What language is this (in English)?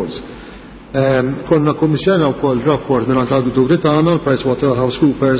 Maltese